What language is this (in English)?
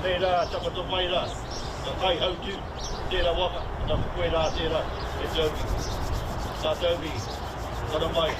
Māori